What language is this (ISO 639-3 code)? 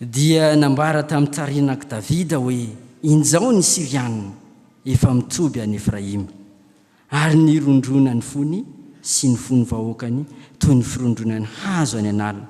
mlg